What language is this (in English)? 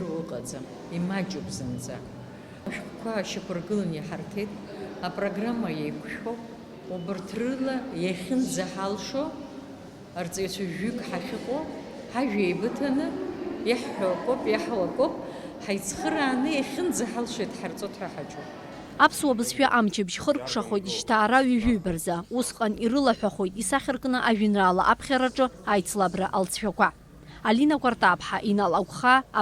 Abkhazian